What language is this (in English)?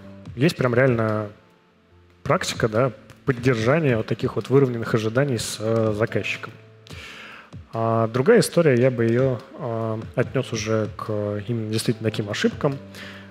Russian